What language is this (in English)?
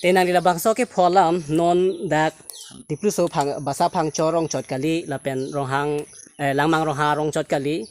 Karbi